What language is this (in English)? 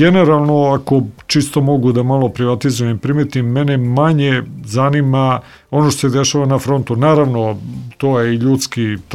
Serbian